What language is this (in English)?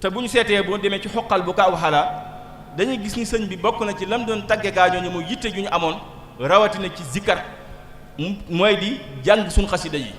Wolof